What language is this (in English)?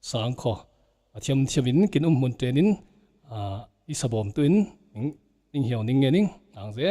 Falam Chin